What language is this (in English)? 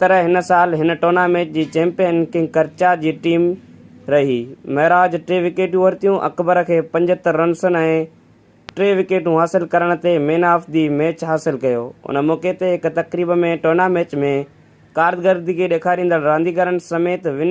Sindhi